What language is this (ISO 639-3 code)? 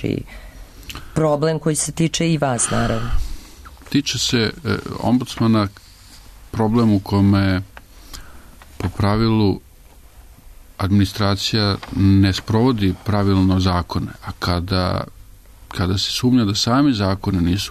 srp